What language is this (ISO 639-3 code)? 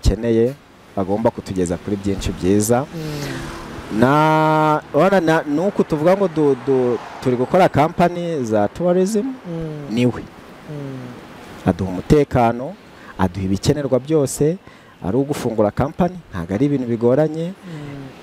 kin